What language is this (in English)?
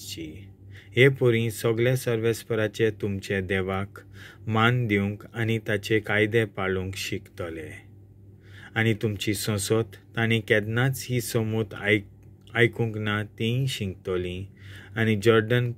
Konkani